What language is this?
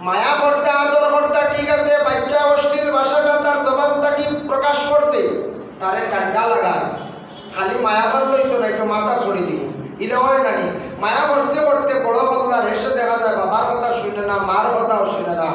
Sylheti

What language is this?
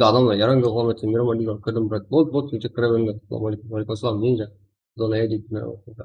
Kara-Kalpak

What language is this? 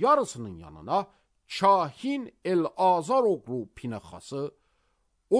Azerbaijani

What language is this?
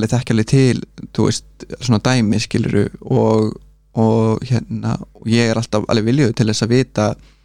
Icelandic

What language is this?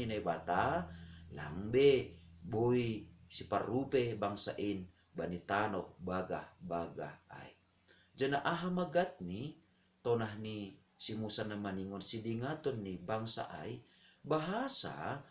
Batak Simalungun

